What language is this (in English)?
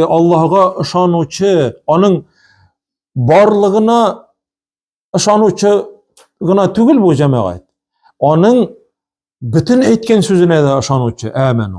Tatar